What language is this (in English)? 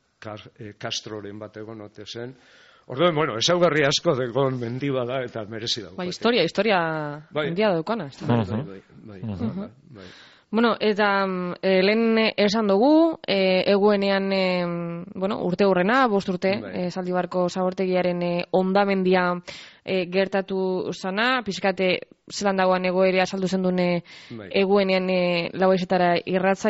Basque